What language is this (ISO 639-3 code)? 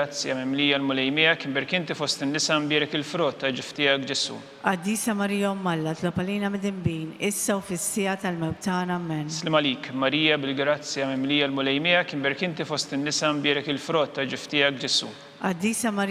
mlt